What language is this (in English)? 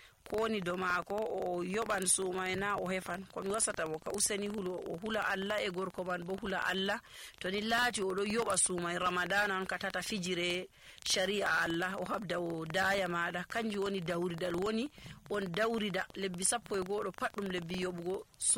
Nigerian Fulfulde